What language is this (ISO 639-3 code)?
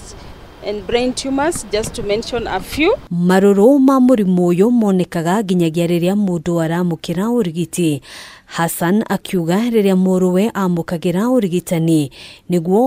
kik